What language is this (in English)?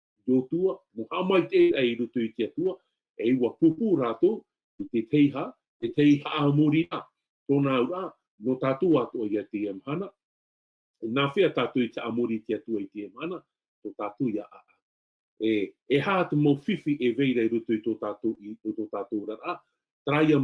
Tahitian